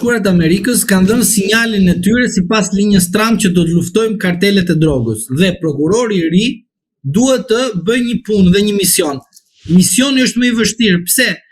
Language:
Albanian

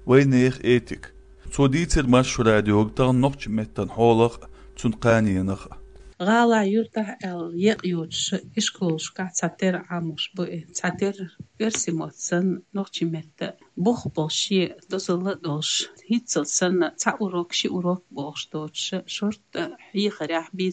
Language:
Chechen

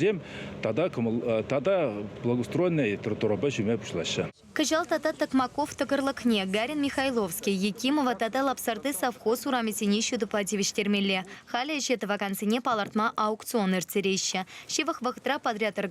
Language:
Chuvash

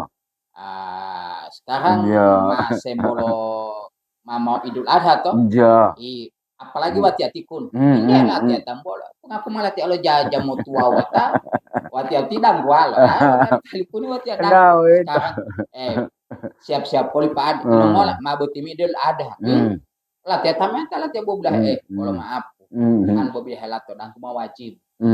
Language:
Gorontalo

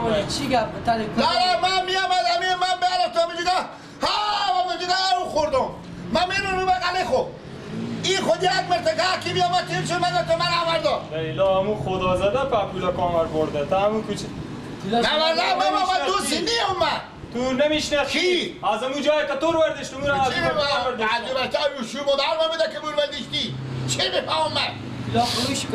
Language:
Persian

